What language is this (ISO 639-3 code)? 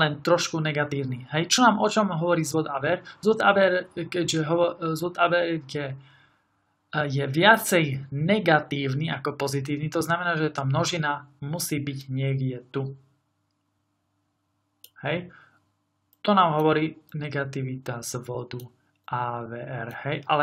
slk